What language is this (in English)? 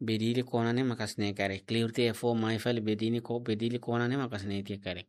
Tetum